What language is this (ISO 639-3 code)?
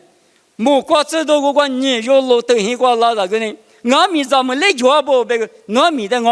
lis